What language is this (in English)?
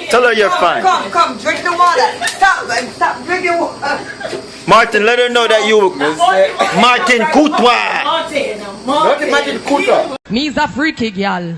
Jamaican Creole English